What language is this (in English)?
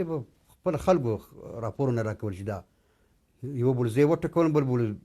Pashto